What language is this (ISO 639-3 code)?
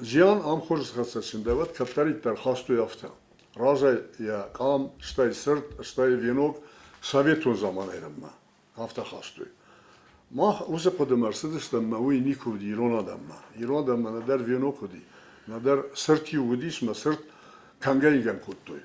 oss